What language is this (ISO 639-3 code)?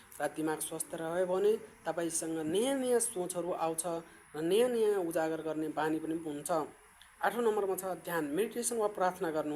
nep